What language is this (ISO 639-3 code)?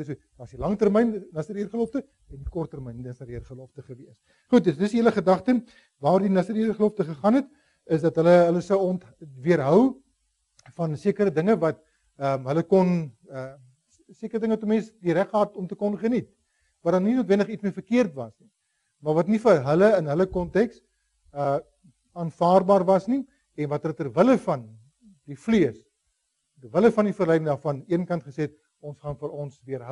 afr